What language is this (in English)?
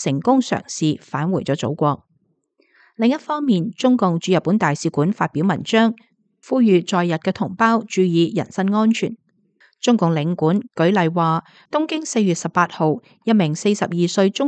Cantonese